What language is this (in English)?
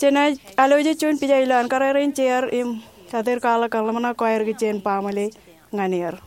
Marshallese